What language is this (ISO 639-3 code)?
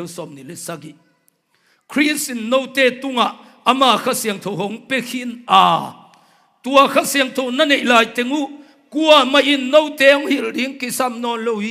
ctd